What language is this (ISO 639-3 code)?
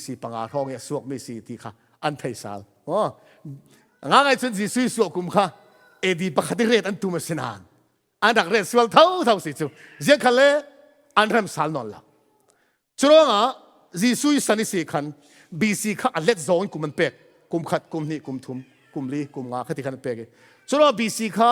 cfm